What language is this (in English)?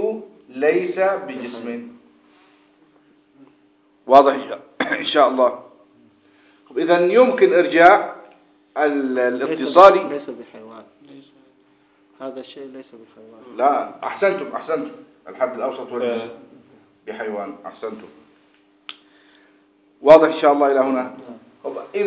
Arabic